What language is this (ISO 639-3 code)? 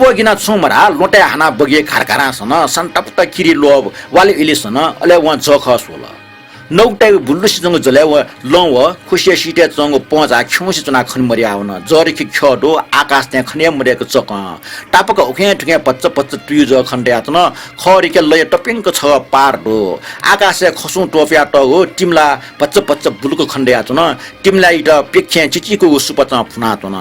new